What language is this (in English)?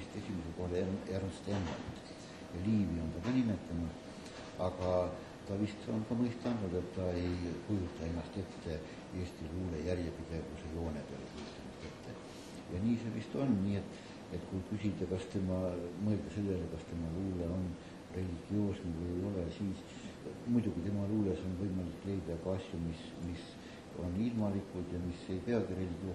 Estonian